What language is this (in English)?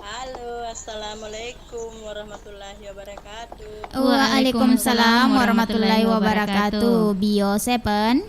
Buginese